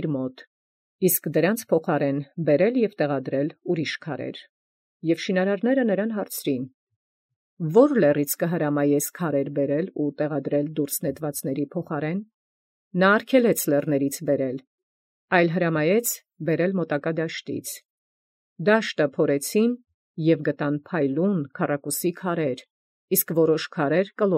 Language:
Armenian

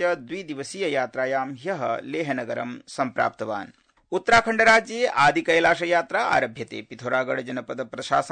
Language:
Sanskrit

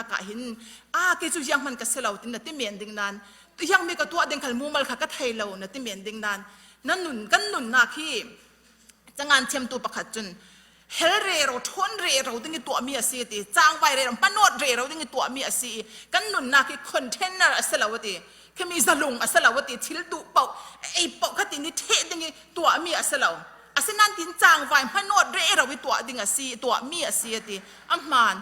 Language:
Falam Chin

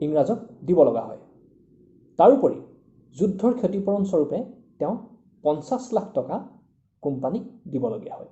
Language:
Assamese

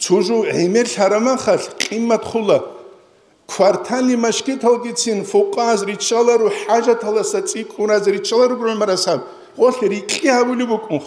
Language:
Avaric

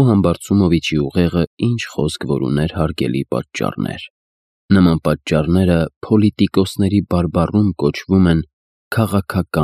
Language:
Armenian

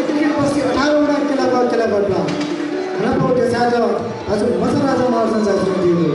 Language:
Newari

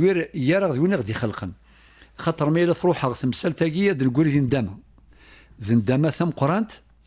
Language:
Kabyle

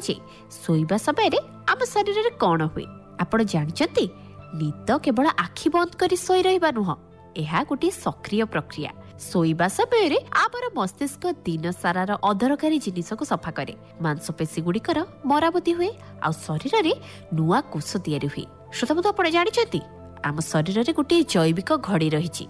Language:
Odia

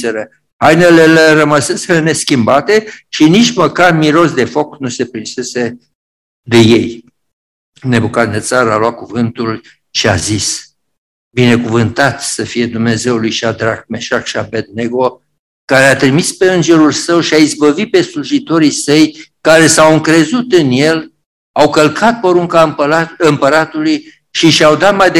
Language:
Romanian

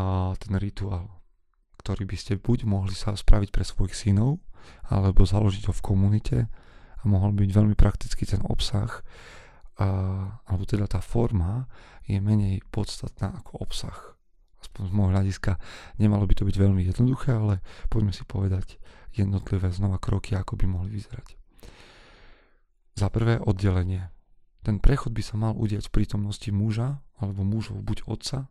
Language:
Slovak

